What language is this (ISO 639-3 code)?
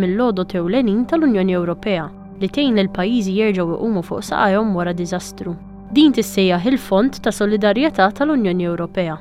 mlt